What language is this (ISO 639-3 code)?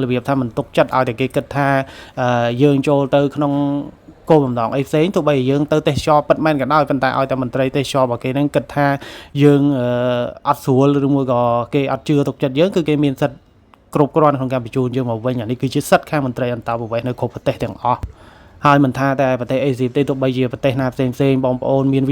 khm